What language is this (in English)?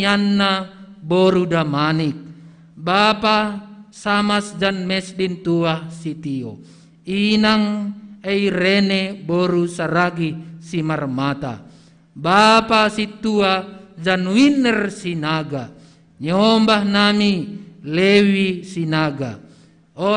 Batak Simalungun